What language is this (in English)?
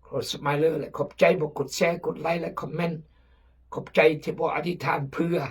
Khmu